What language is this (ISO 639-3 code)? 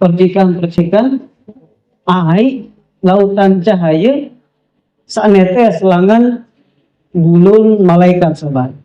sas